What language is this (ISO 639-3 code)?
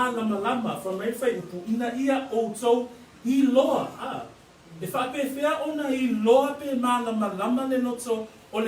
smo